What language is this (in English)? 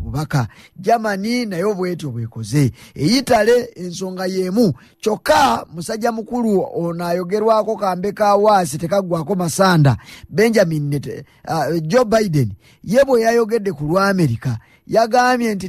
Ganda